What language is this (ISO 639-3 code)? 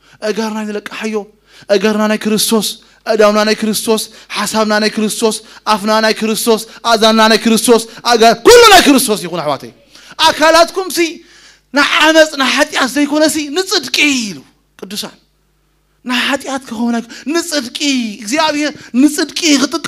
tir